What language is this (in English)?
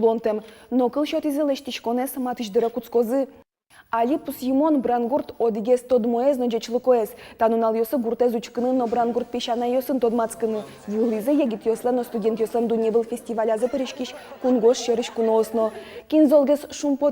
Udmurt